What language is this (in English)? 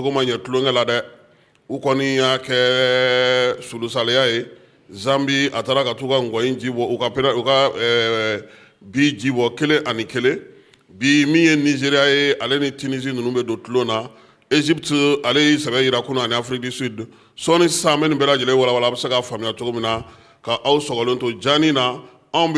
Bambara